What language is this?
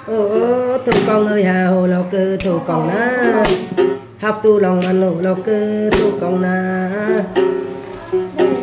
Vietnamese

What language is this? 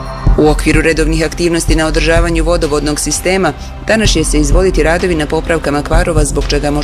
Bosnian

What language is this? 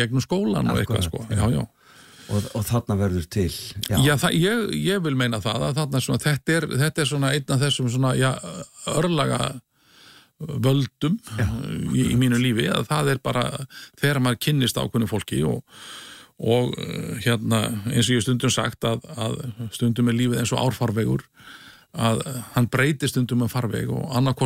Icelandic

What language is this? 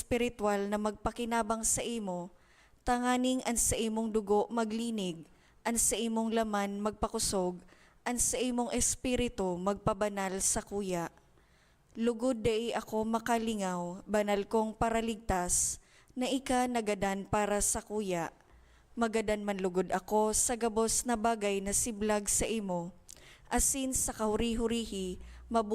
Bikol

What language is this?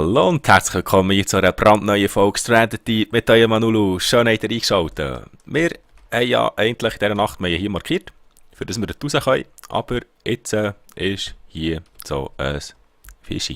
Swiss German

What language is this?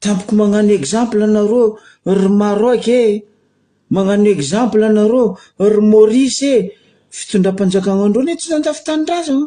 Malagasy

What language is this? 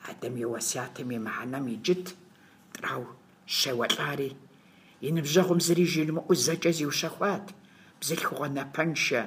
Kabardian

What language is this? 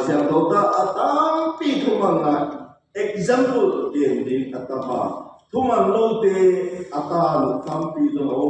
Tedim Chin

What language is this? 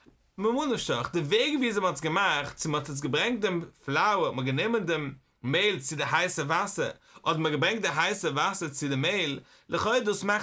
Yiddish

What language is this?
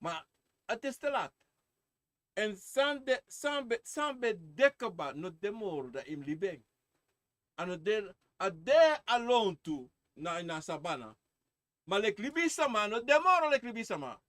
Sranan Tongo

